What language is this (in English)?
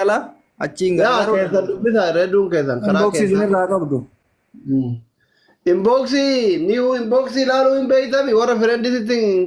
Oromo